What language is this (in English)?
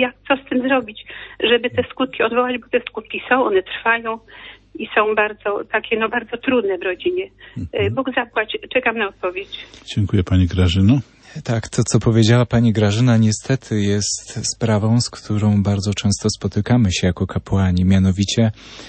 Polish